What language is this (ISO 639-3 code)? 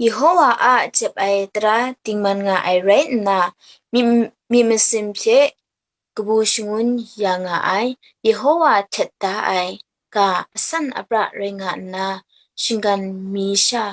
kac